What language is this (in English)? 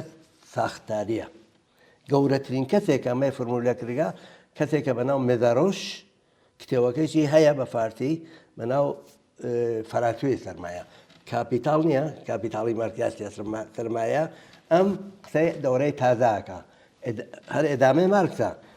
Central Kurdish